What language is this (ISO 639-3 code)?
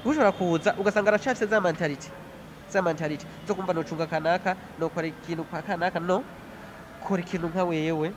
run